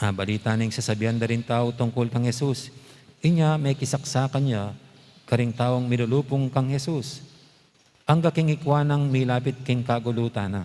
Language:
Pampanga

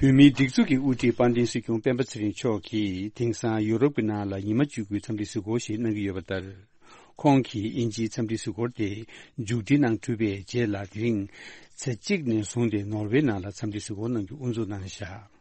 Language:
Tibetan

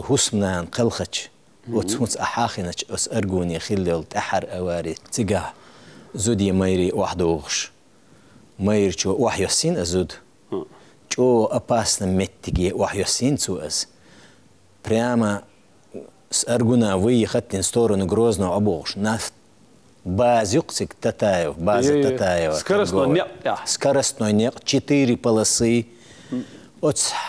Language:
Chechen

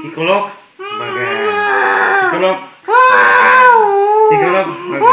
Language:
Bima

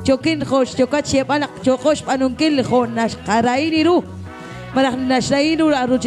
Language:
Kekchí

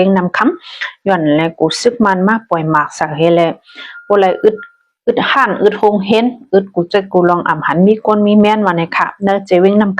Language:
Shan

